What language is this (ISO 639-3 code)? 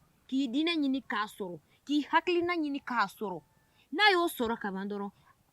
bam